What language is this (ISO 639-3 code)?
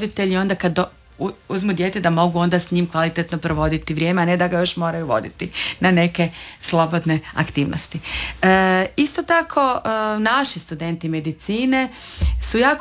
hrv